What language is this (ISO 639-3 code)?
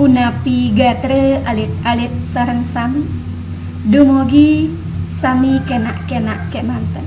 ban